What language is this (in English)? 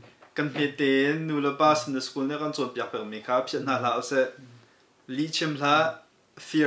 Hakha Chin